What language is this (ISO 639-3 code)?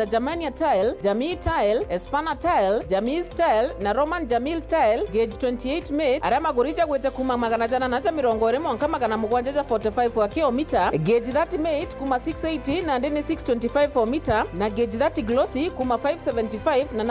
mer